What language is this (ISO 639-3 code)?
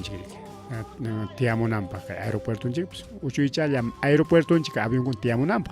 quy